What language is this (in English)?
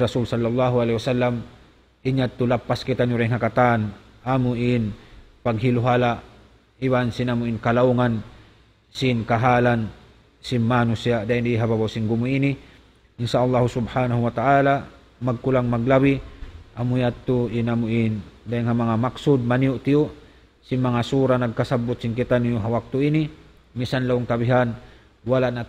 Tausug